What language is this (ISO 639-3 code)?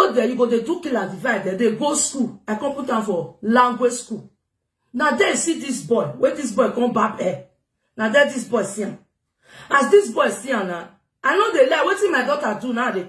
pcm